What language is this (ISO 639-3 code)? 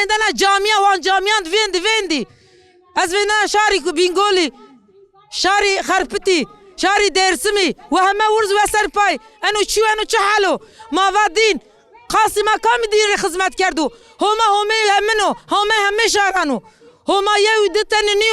kur